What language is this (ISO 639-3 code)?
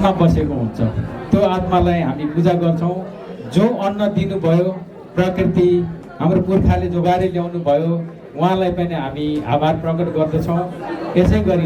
nep